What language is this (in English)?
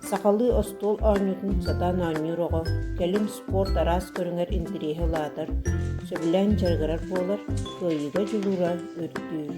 Yakut